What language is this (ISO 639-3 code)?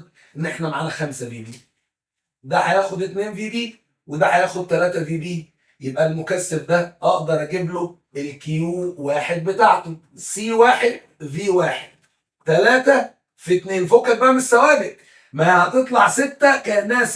arz